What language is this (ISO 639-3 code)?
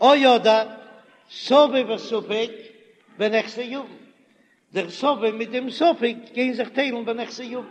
yid